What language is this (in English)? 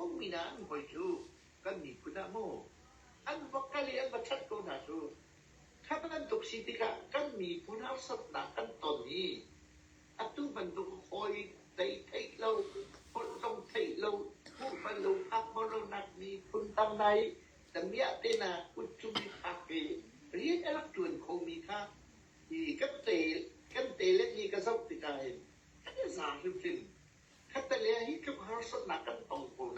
Hakha Chin